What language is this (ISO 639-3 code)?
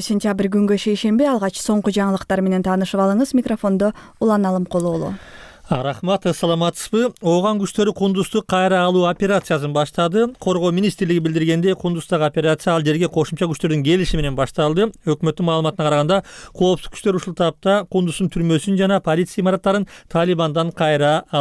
kir